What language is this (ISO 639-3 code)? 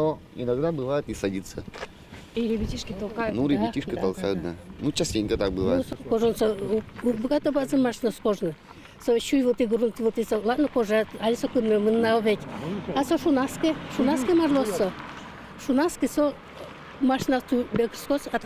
udm